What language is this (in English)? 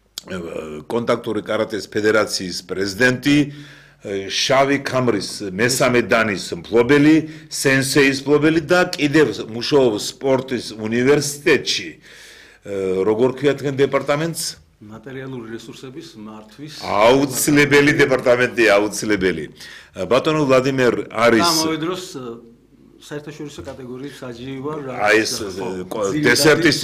Georgian